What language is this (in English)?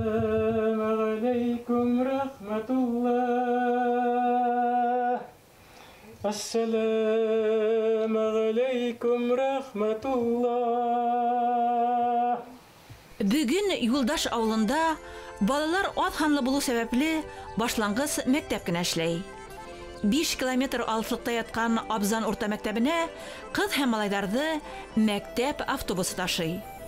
Bashkir